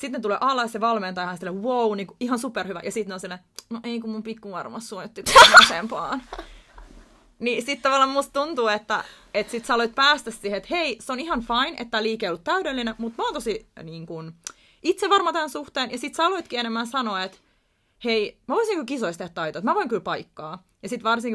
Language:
Finnish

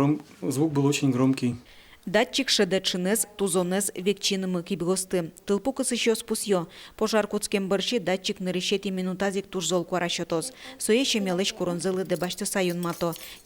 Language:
Udmurt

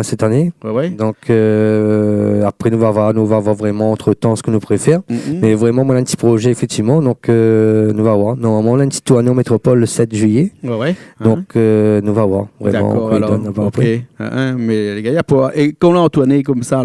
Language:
Réunion Creole French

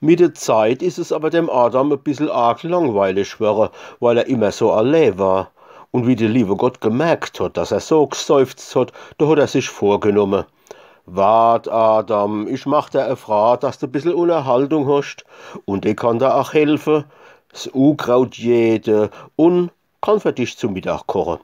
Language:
Palatine German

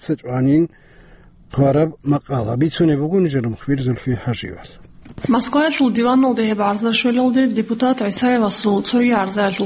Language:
Avaric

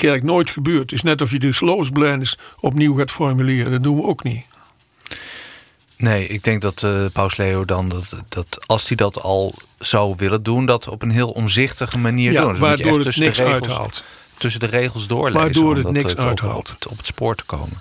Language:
Dutch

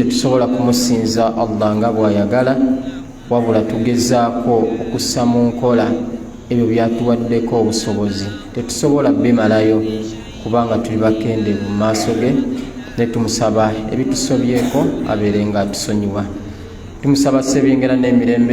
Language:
Ganda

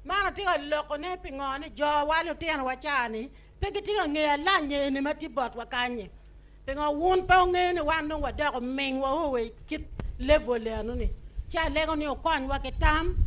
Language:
Acoli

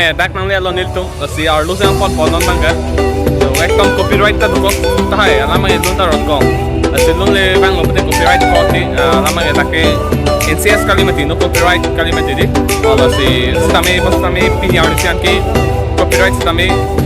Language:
Karbi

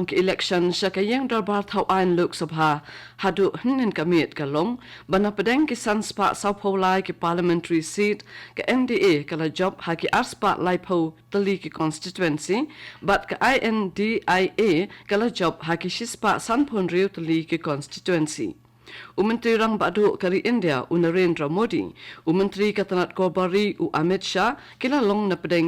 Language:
Khasi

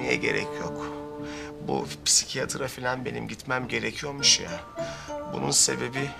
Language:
Turkish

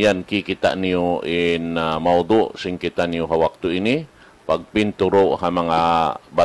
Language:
Tausug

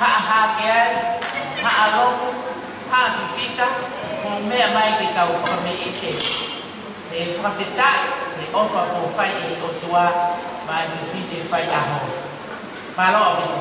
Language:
Tongan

